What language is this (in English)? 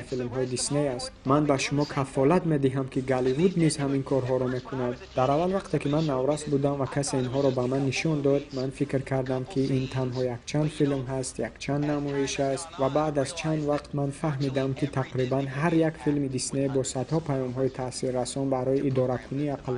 Tajik